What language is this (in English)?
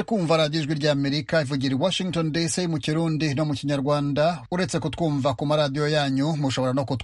Kinyarwanda